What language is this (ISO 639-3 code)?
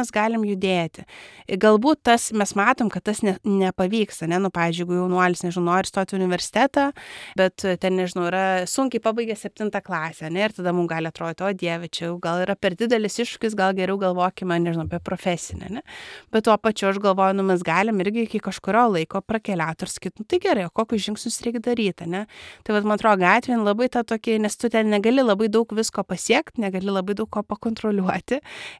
lit